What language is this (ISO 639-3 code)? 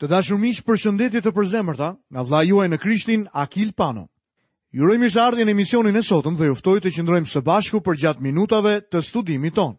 sqi